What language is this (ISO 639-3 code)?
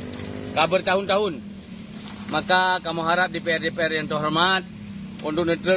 ace